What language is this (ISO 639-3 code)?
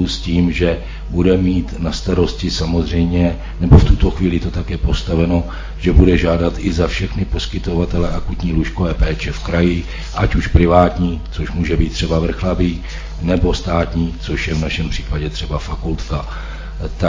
ces